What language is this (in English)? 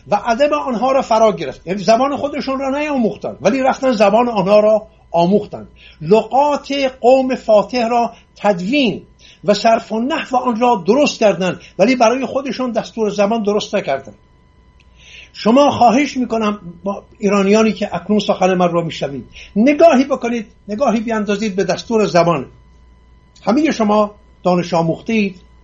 Persian